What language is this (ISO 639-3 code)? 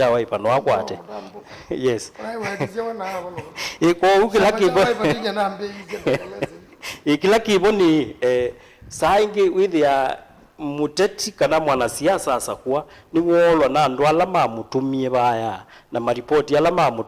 kam